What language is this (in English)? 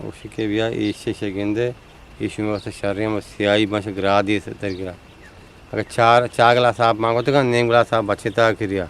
Eastern Balochi